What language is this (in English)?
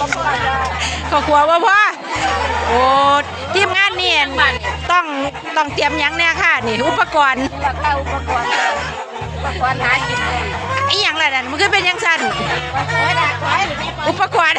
Northeastern Thai